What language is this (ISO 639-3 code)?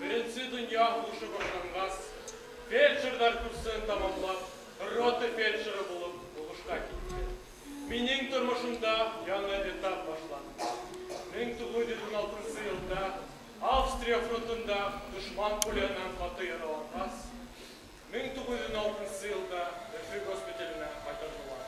bak